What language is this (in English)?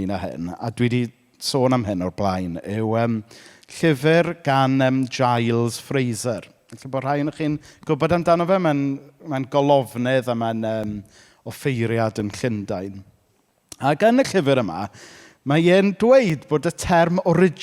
Welsh